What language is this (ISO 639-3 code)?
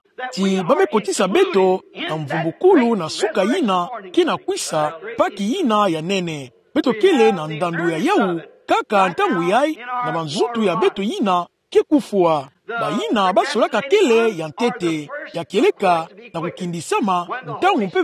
ktu